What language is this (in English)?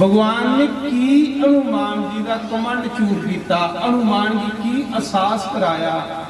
Dogri